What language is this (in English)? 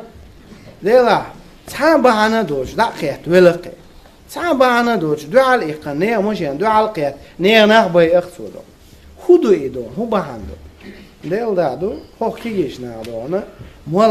Chechen